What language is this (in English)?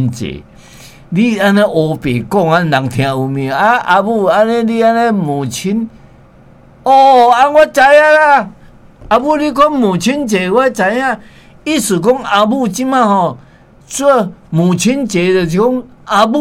Min Nan Chinese